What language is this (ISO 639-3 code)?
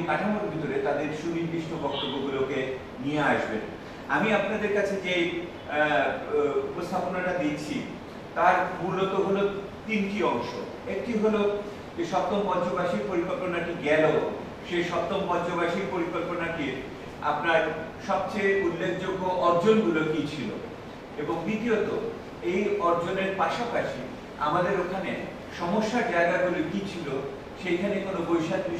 ben